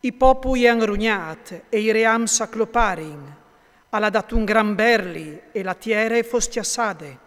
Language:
Friulian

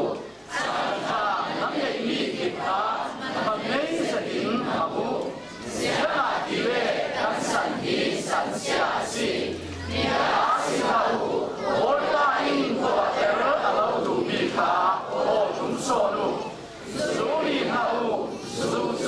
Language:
Falam Chin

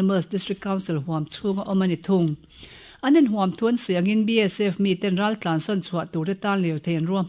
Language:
Mizo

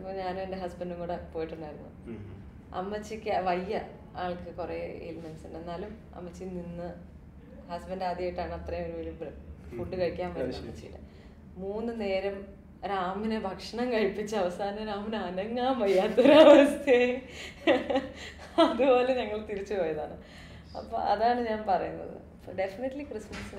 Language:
Malayalam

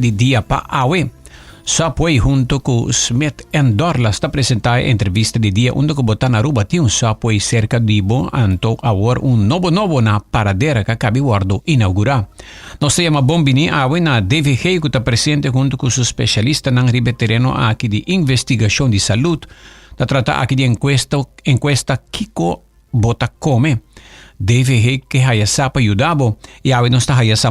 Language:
Papiamento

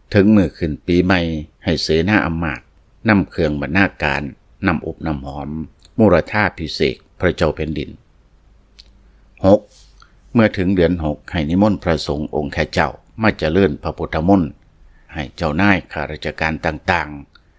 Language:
Lao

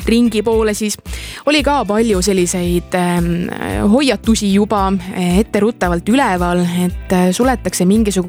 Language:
Estonian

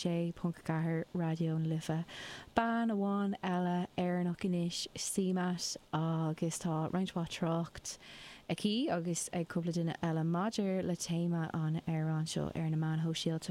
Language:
Irish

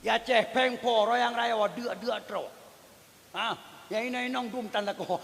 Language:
Achinese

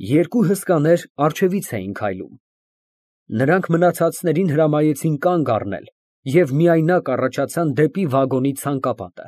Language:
Armenian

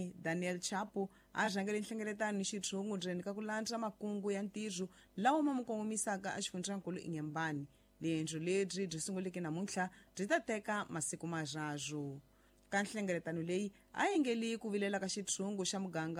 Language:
Tsonga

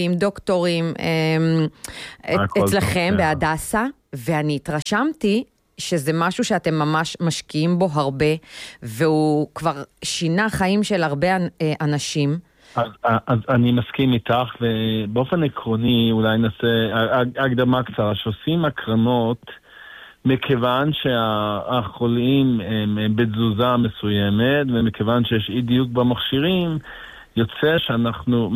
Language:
Hebrew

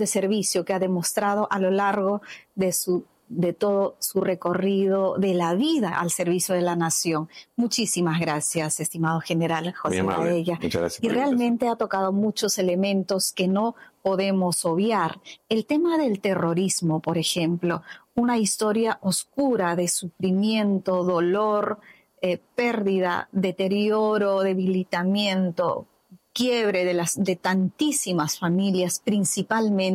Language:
Spanish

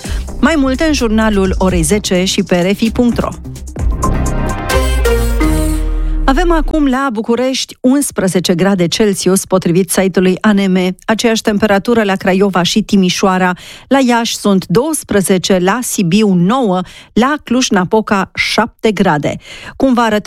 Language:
Romanian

